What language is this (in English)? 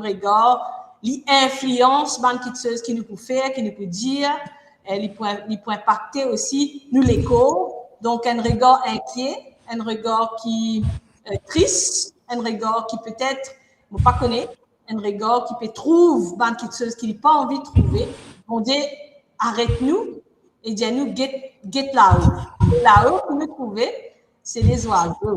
Morisyen